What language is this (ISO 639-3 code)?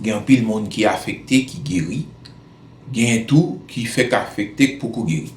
hat